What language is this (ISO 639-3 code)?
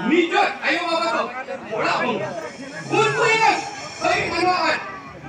sat